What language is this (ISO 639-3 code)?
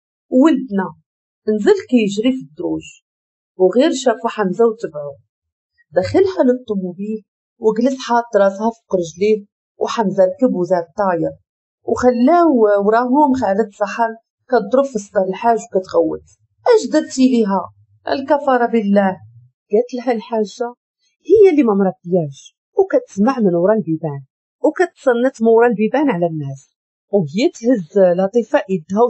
ary